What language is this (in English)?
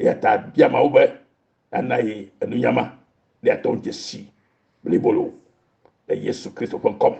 Ewe